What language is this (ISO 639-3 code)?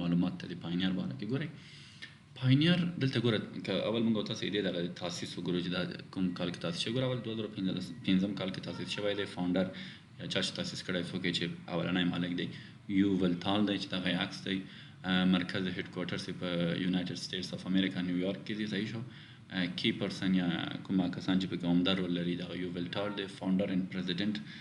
pus